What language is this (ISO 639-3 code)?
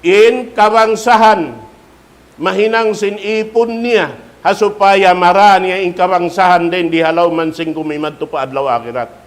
tsg